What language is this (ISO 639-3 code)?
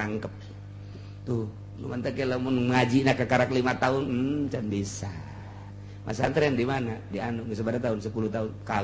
sun